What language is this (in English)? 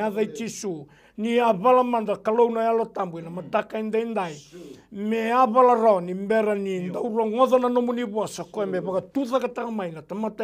Fijian